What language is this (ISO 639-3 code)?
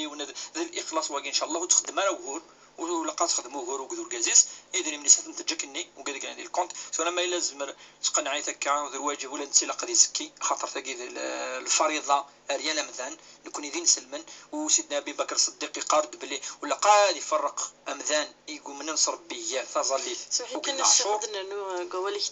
kab